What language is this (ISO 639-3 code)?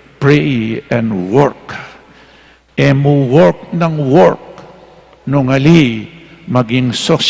pam